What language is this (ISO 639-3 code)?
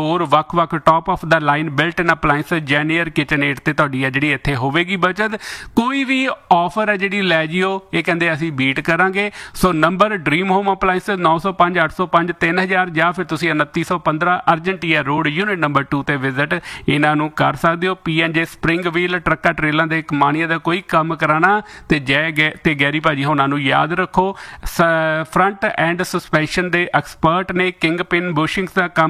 pan